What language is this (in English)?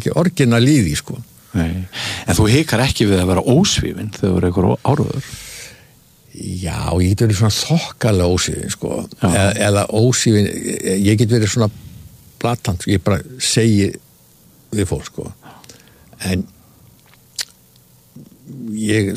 Icelandic